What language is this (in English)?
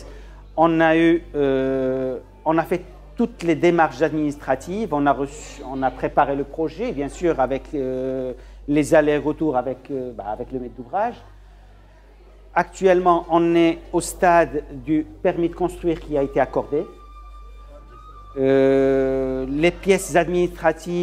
French